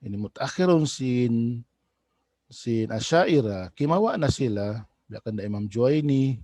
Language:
Tausug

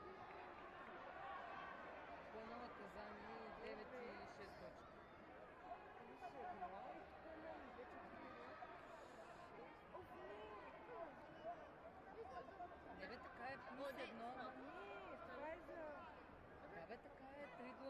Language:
Bulgarian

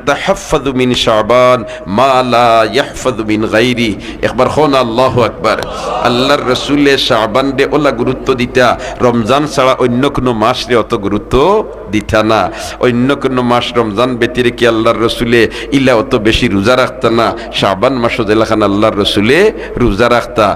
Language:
Sylheti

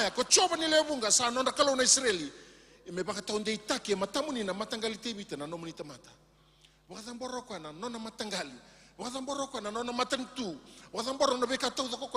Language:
Fijian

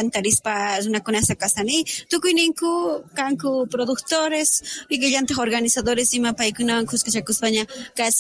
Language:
South Bolivian Quechua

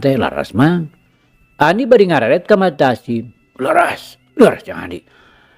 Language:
Sundanese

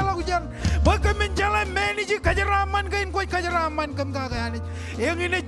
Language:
Marshallese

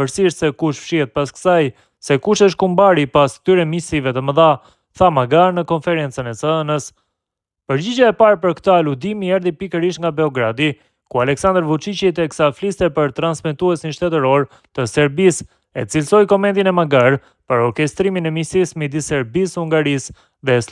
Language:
Albanian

